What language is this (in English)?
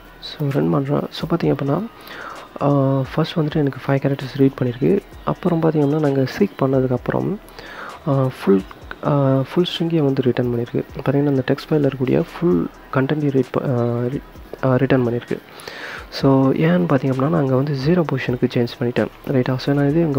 Tamil